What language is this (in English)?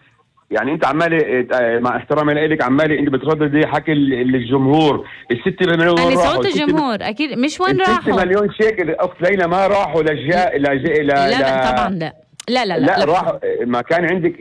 North Levantine Arabic